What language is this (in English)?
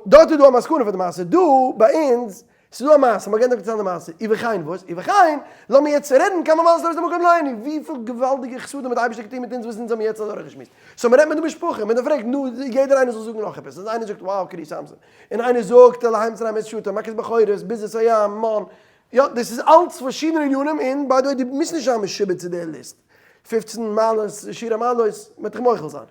Yiddish